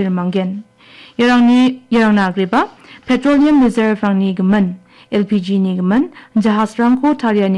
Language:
Garo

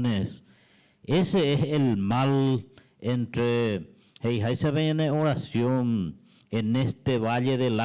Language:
Guarani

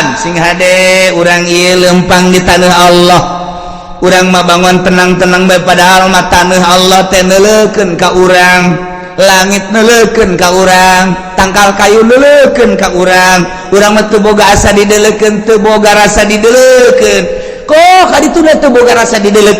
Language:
Sundanese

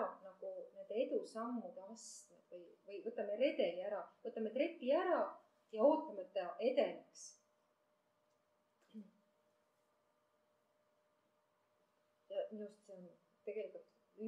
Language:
Estonian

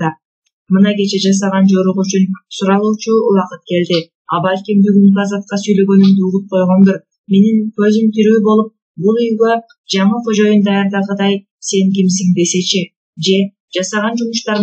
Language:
Kyrgyz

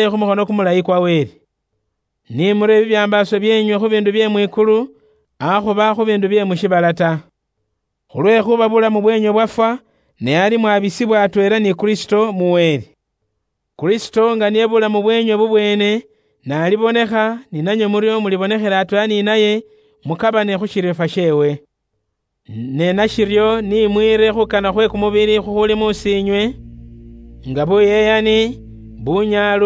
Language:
Luyia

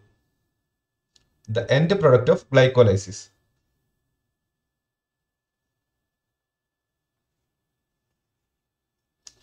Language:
English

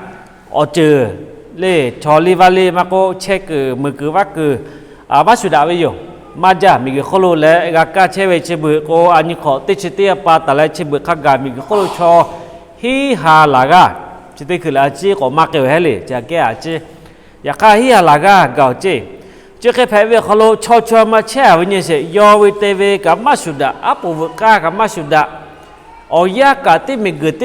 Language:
Lahu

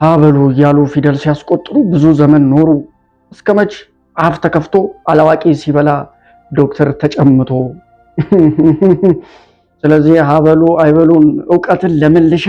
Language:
Amharic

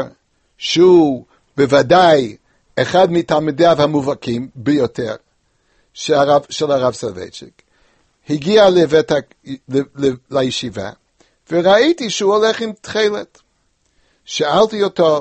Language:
Hebrew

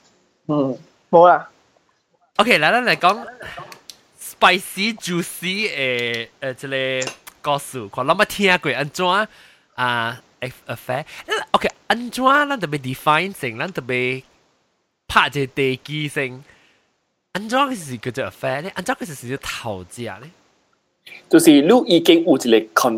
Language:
Min Nan Chinese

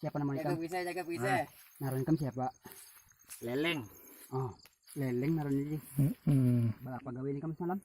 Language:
Banjar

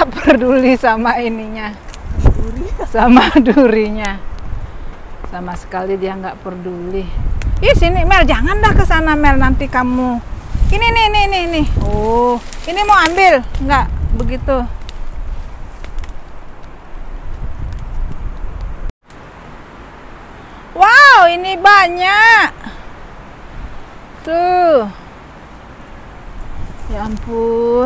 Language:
Indonesian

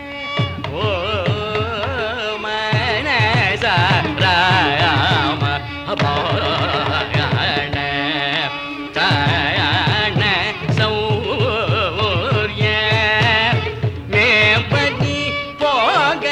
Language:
Tamil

